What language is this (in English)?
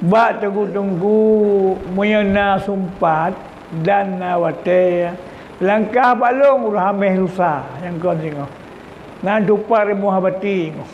Achinese